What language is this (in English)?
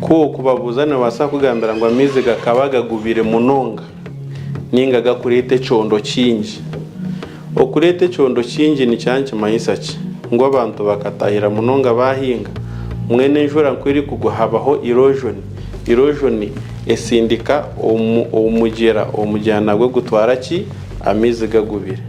Nyankole